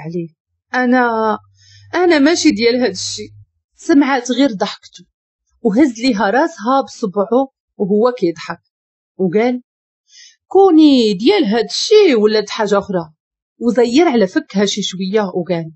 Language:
Moroccan Arabic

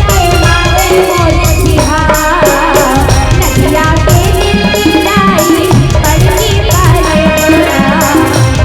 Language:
Chhattisgarhi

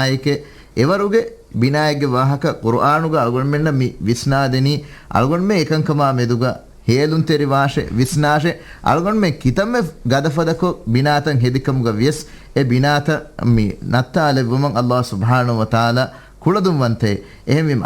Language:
Divehi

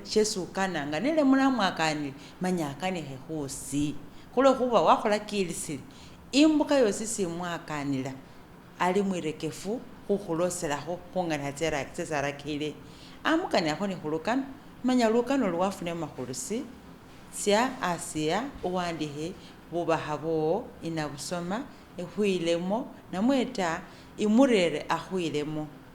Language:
Masaaba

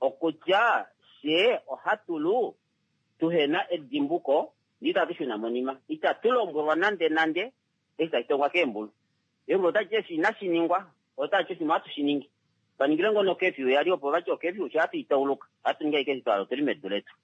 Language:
Kuanyama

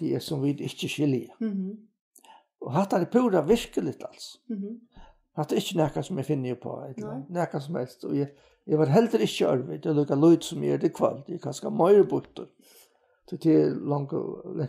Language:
Faroese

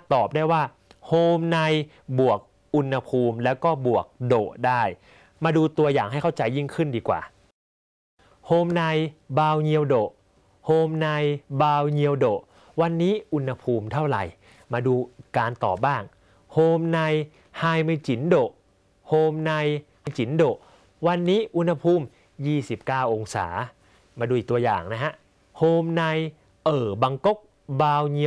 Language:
Thai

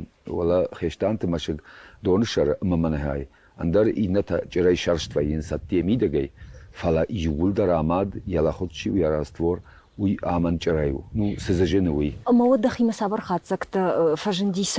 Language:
Ossetic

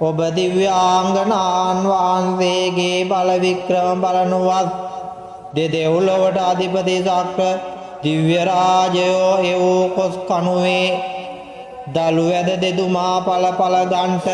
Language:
Sinhala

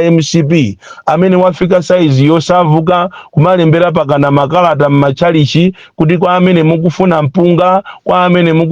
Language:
Nyanja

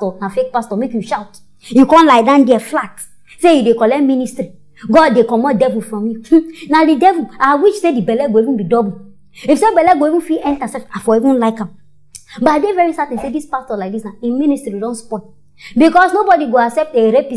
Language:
Nigerian Pidgin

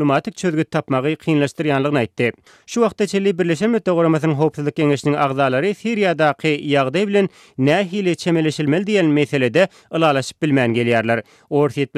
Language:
Turkmen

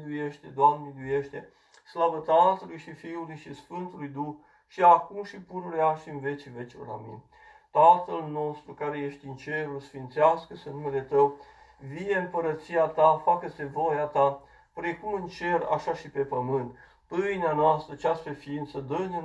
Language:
Romanian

